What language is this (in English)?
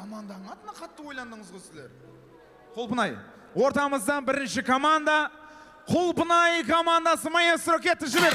Kara-Kalpak